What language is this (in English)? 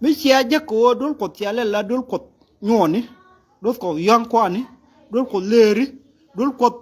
Nuer